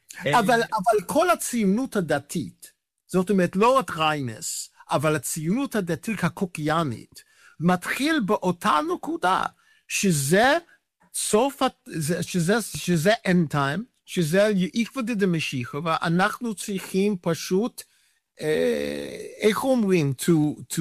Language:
Hebrew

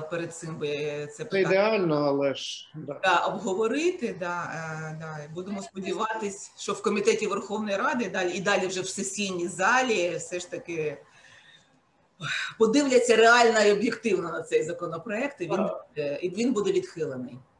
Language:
Ukrainian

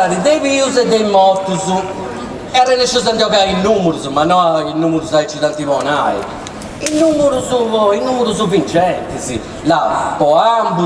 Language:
Sardinian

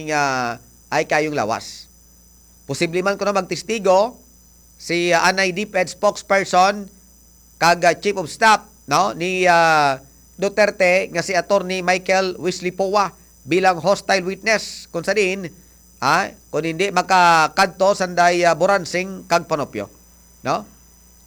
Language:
Hiligaynon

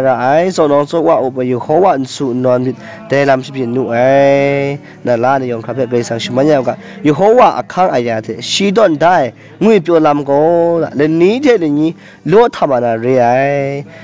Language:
Kachin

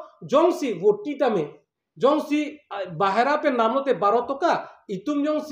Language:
Karbi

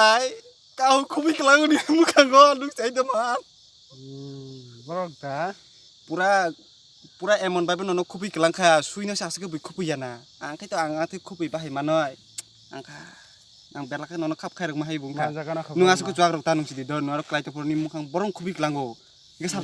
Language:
Kok Borok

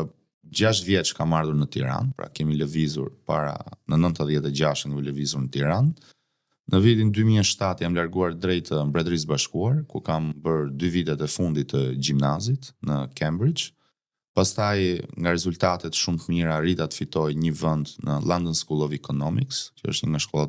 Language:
Albanian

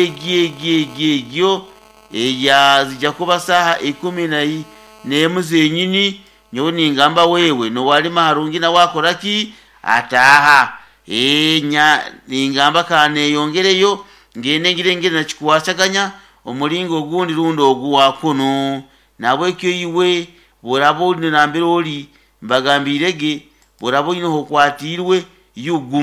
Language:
Nyoro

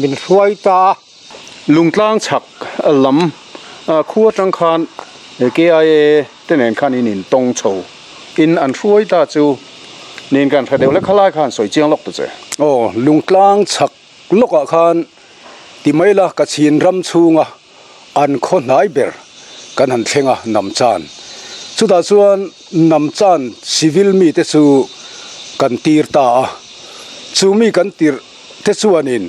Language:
Mizo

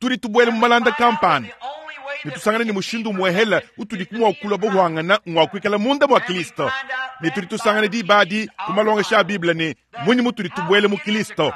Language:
Luba-Lulua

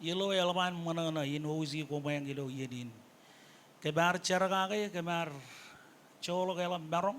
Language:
Marshallese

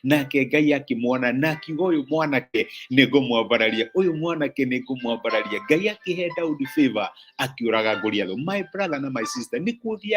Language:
Kikuyu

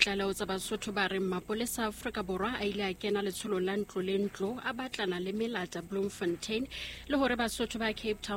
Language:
Southern Sotho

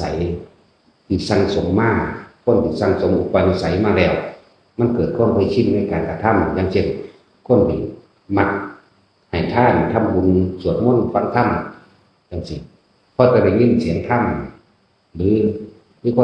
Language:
Northeastern Thai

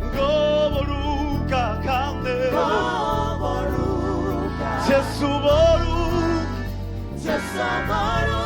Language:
Venda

